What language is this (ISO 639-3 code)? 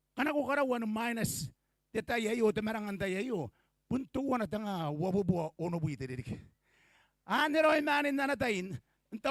gil